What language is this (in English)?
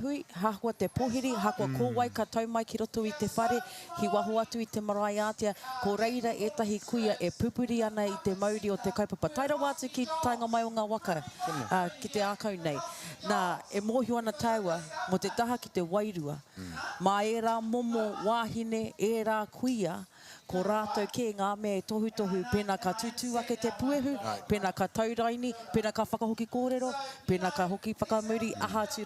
Māori